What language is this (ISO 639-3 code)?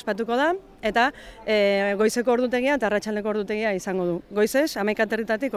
eus